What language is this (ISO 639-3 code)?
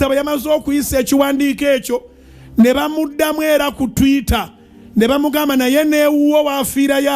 lug